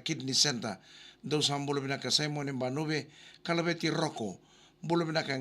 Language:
Fijian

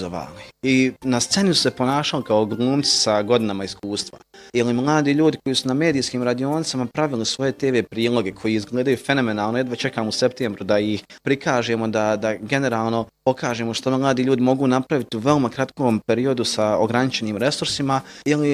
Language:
Bosnian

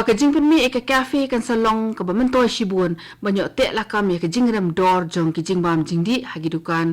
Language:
Khasi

